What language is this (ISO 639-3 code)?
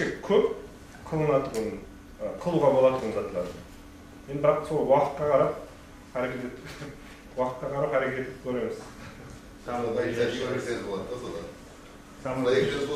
kaa